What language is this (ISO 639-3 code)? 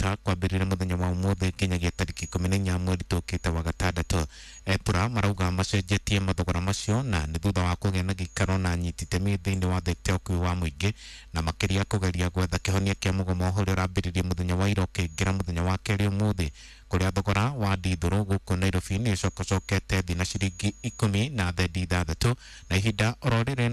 kik